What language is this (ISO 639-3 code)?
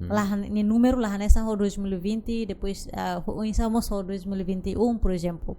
tet